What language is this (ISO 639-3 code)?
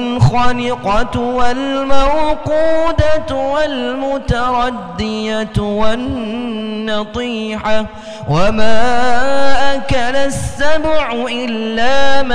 ara